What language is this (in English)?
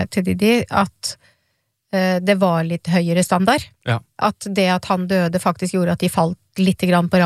Norwegian